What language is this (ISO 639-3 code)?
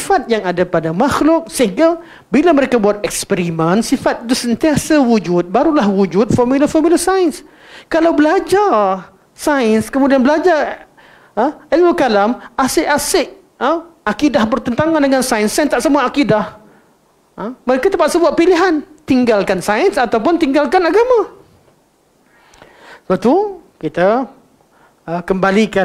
msa